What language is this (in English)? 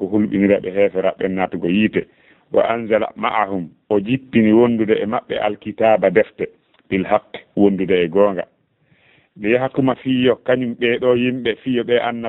Fula